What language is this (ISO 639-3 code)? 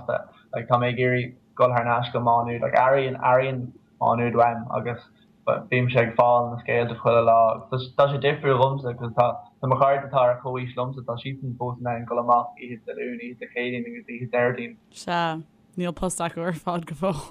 gle